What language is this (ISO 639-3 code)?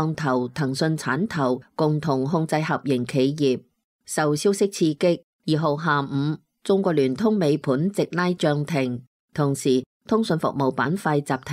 yue